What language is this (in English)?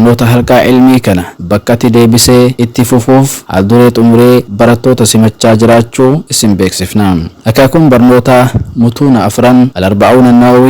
Oromo